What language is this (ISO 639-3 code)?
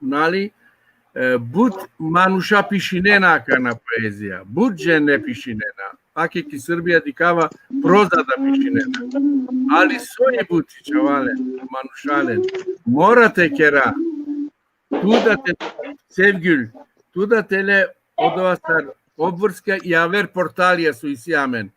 rmn